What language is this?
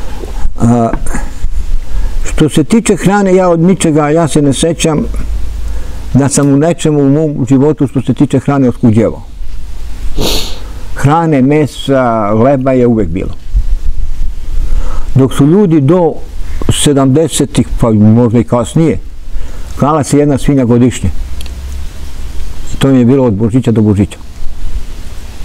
Serbian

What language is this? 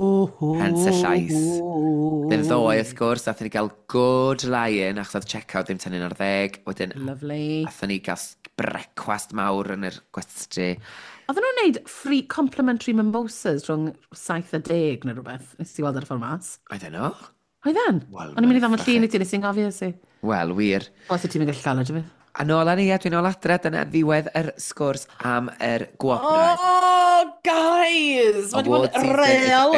Welsh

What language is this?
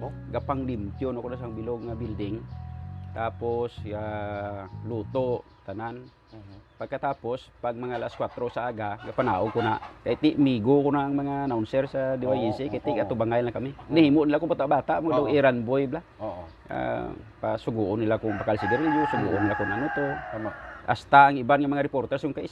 Hiligaynon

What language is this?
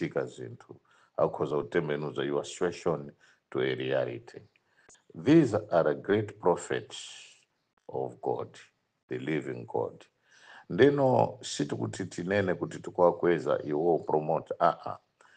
Nyanja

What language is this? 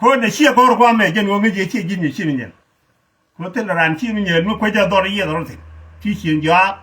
Nuer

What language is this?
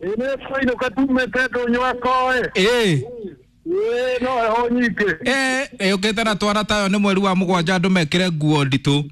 Kikuyu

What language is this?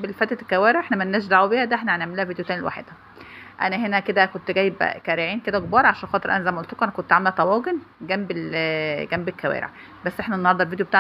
Egyptian Arabic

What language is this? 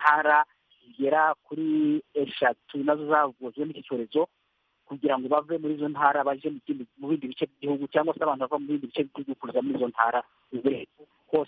Kinyarwanda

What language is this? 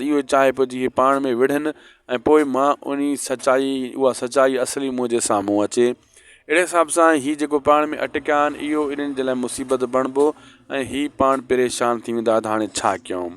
Sindhi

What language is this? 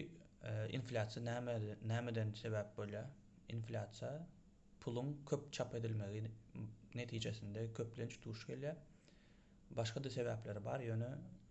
Turkmen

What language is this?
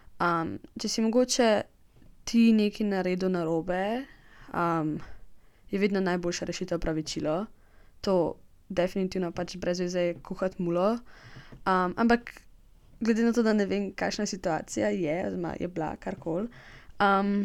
Slovenian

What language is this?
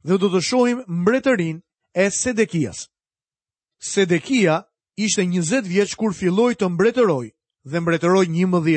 Albanian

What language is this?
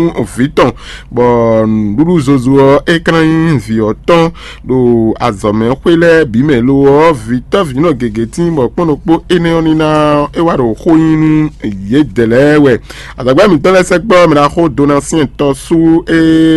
Fon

